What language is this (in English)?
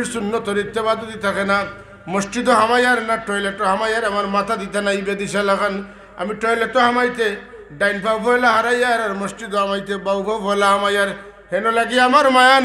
Sylheti